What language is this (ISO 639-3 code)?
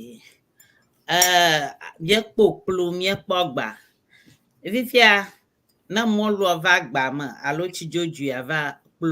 ewe